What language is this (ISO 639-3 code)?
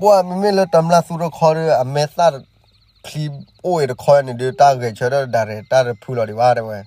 ksw